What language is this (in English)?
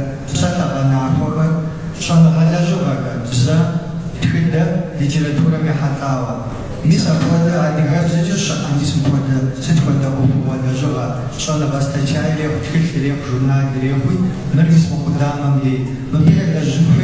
Kabardian